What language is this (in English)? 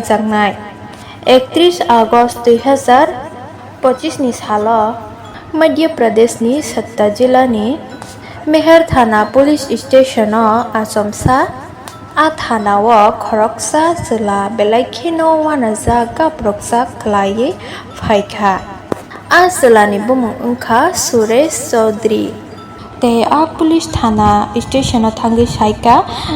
Kok Borok